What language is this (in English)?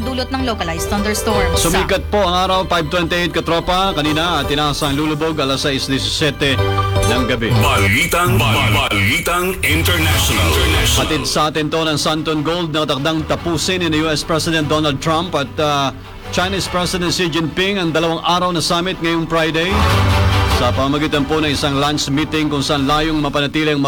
Filipino